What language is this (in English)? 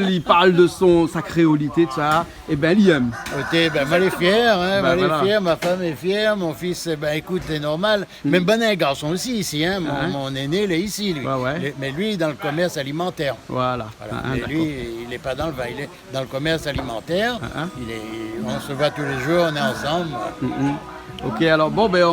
Réunion Creole French